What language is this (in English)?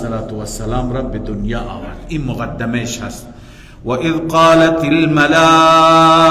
Persian